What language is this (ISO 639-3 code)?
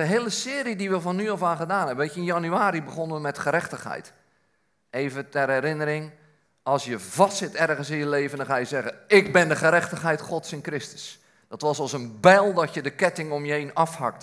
nld